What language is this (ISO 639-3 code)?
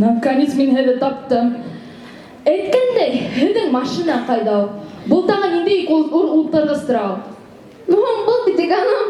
bak